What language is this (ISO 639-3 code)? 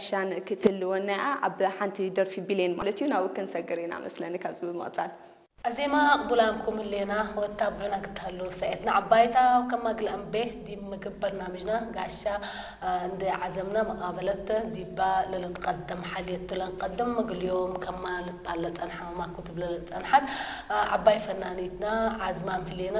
tir